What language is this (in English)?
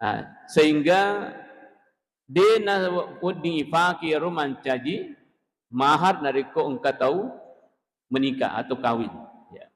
Buginese